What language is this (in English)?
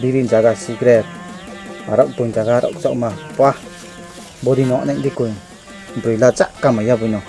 Riang (India)